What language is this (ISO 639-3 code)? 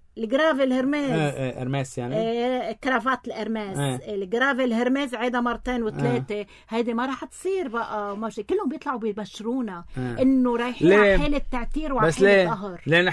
apc